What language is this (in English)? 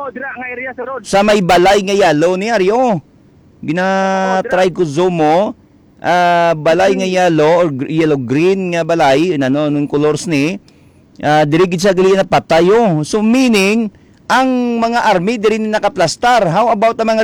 Hiligaynon